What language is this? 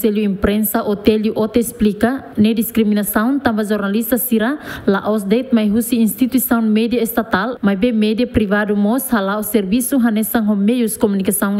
Tetum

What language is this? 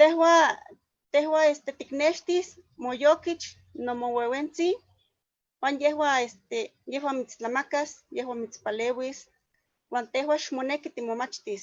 Eastern Huasteca Nahuatl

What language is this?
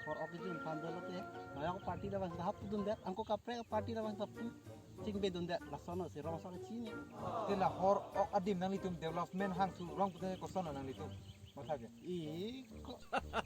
Karbi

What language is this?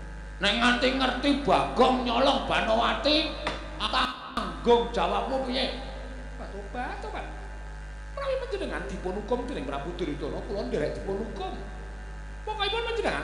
Javanese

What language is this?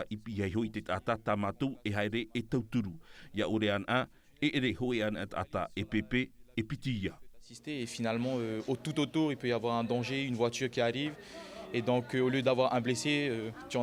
Tahitian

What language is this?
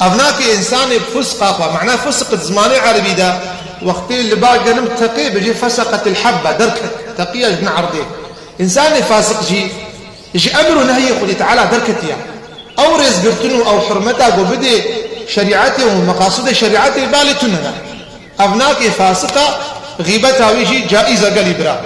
Kurdish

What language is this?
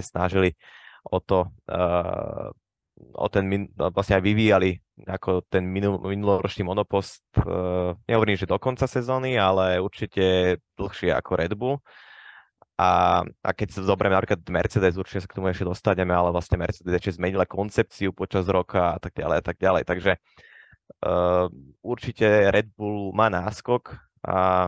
Slovak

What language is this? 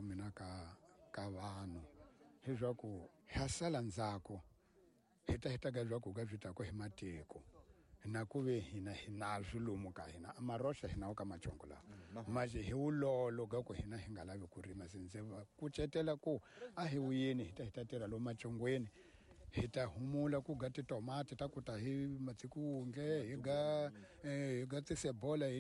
Tsonga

